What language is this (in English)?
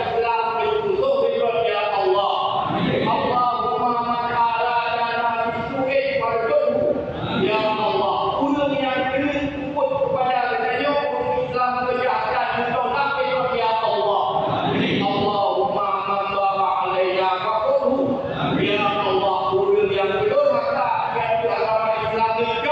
Achinese